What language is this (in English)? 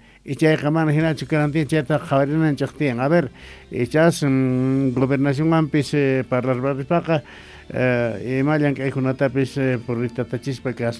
South Bolivian Quechua